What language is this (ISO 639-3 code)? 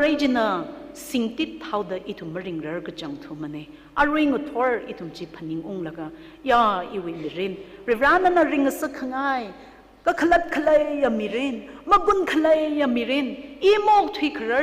nmf